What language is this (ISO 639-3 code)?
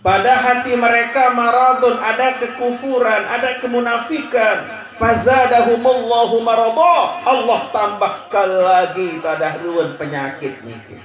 sas